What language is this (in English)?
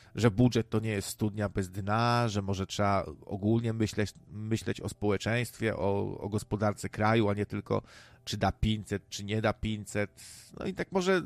Polish